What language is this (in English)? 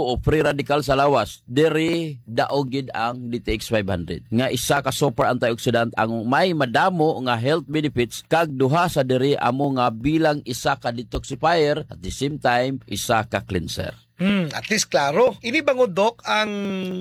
Hiligaynon